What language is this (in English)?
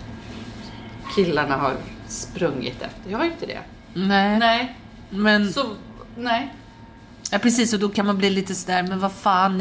Swedish